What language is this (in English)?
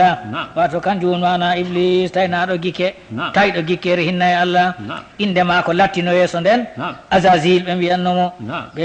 Fula